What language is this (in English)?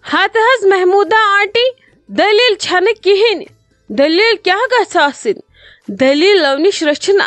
Kashmiri